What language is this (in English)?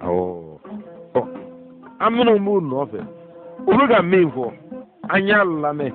Bambara